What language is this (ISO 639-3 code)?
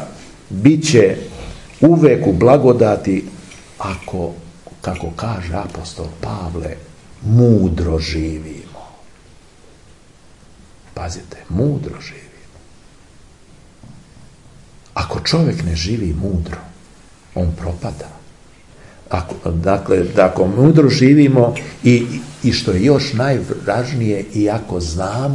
srp